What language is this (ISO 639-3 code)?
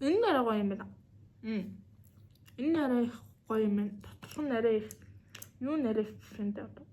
mon